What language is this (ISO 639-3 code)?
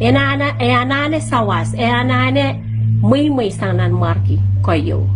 pon